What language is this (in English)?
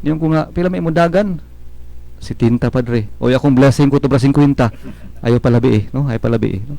Cebuano